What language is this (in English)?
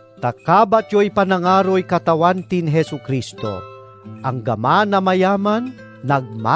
Pangasinan